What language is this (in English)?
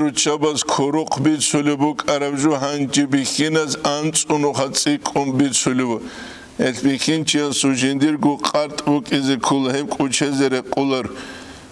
Avaric